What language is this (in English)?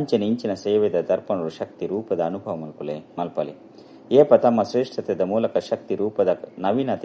Tulu